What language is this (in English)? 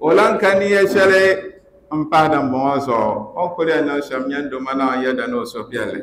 Dagbani